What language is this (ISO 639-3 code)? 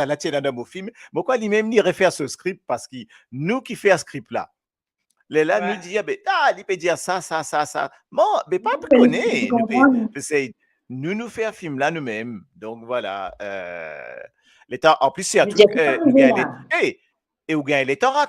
mfe